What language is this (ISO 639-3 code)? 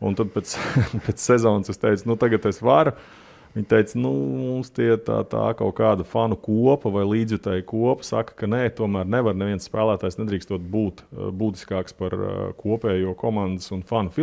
lav